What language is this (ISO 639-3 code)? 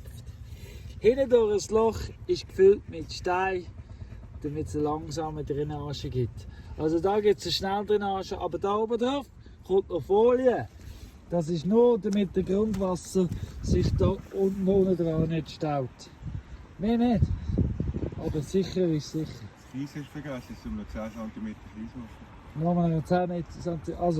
gsw